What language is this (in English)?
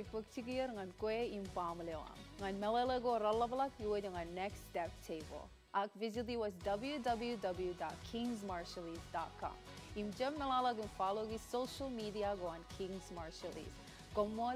Marshallese